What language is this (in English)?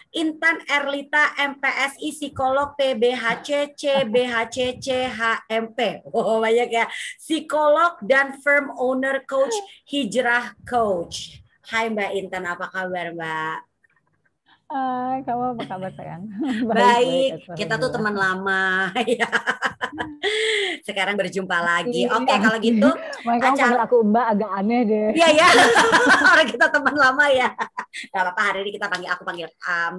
Indonesian